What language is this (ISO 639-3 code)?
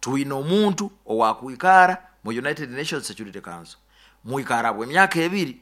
nyo